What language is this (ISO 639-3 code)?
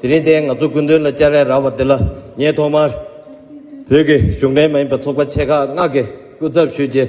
bod